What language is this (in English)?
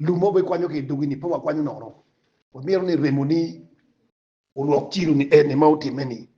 Acoli